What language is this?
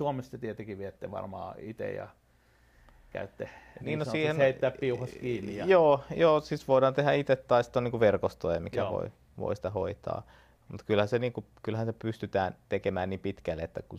Finnish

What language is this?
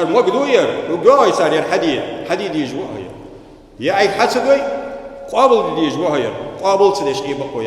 Ingush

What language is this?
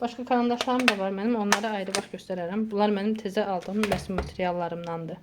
Azerbaijani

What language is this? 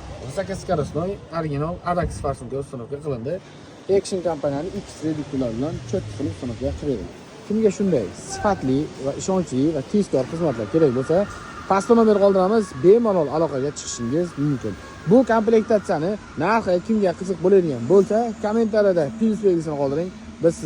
Uzbek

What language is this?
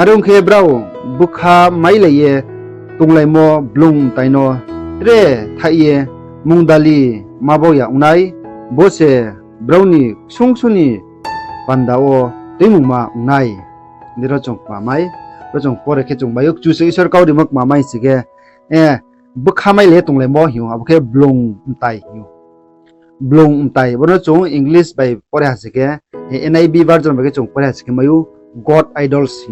Riang (India)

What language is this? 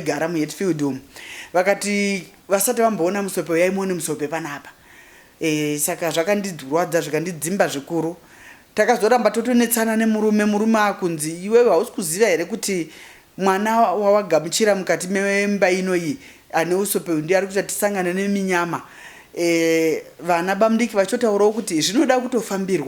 Shona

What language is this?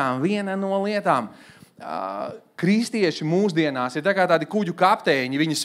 Latvian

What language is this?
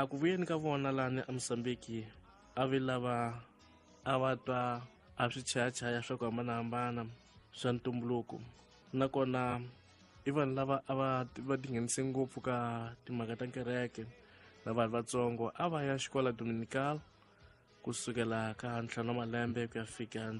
Tsonga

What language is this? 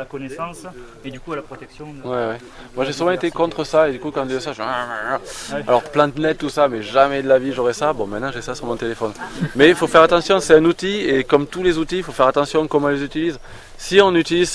French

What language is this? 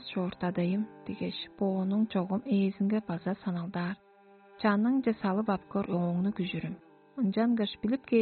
Tuvinian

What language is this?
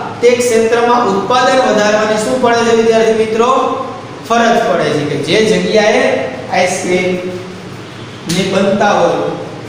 Gujarati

